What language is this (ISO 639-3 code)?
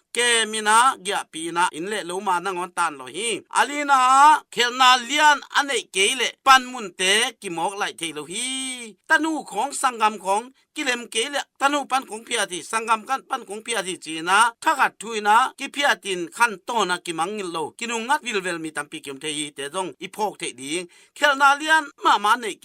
ctd